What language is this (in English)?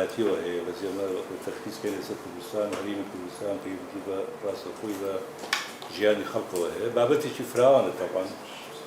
Central Kurdish